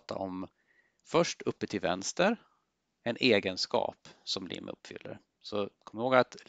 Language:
Swedish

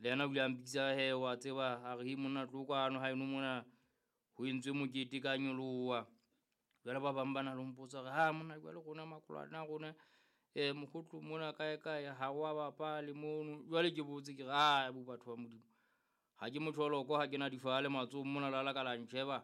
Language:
Southern Sotho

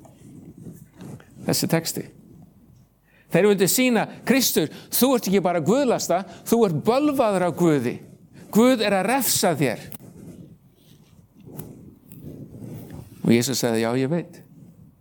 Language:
Icelandic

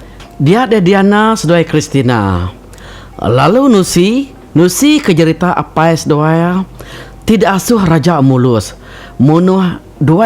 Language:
Iban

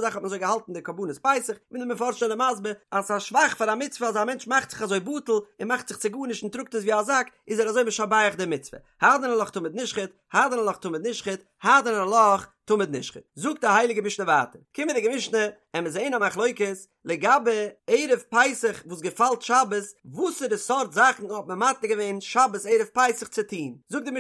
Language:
Yiddish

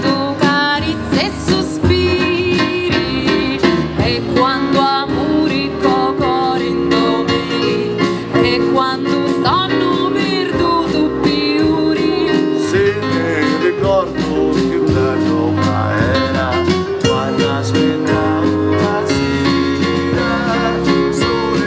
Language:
Sicilian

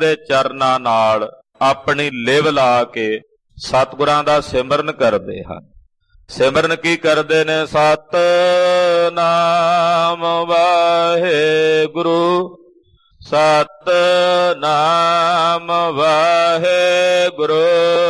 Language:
Punjabi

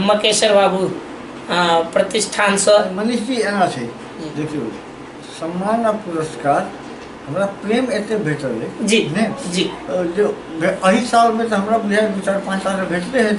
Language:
Maithili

